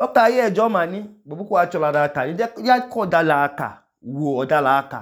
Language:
Idoma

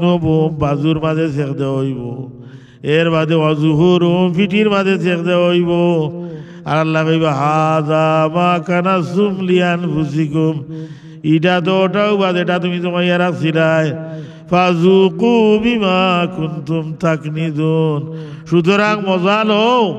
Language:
Sylheti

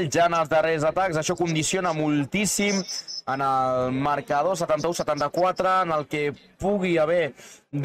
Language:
Catalan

